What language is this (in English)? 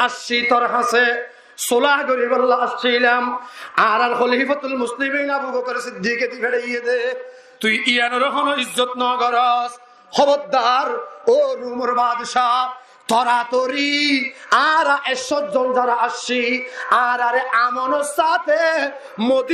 Rohingya